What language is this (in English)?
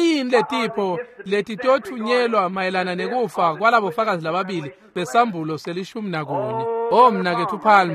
Swati